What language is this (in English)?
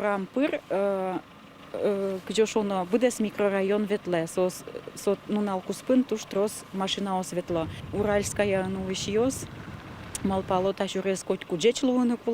Udmurt